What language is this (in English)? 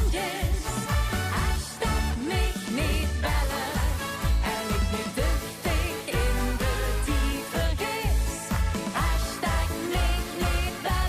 Limburgish